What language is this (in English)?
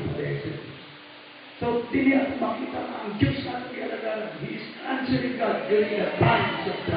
Cebuano